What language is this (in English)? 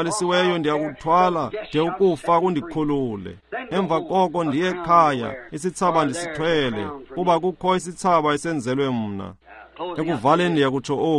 Xhosa